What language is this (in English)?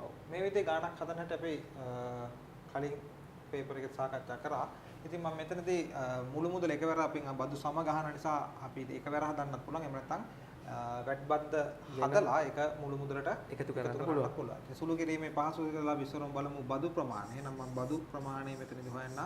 Sinhala